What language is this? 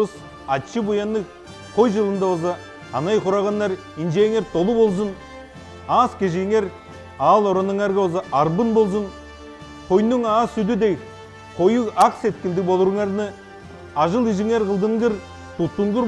Tuvinian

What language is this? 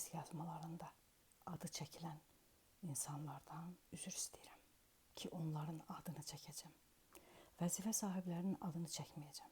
Azerbaijani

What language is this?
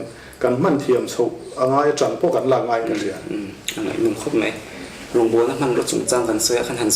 Mizo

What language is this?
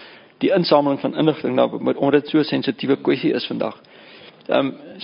Afrikaans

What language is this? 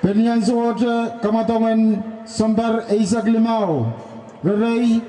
Pohnpeian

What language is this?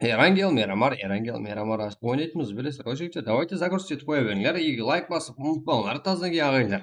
Kara-Kalpak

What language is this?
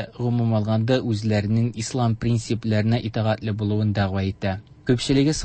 Tatar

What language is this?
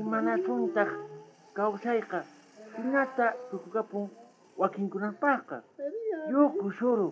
South Bolivian Quechua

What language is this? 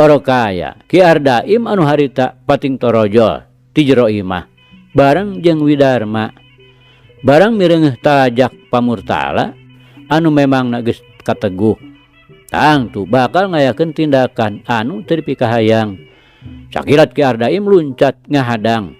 Sundanese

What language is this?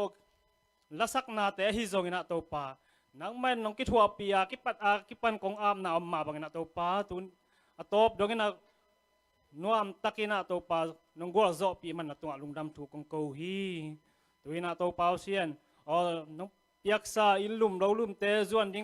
Tedim Chin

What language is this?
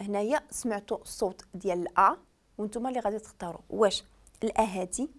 Moroccan Arabic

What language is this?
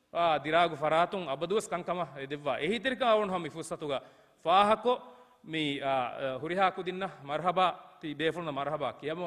Divehi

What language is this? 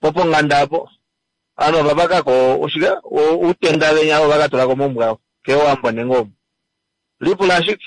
Kuanyama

